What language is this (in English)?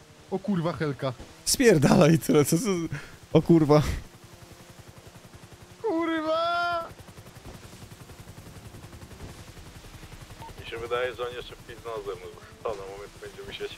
Polish